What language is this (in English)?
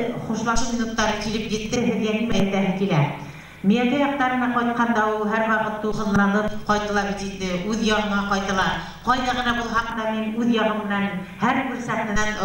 Bashkir